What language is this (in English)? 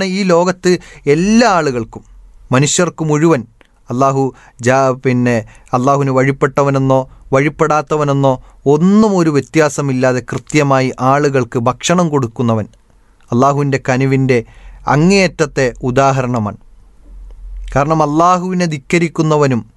Malayalam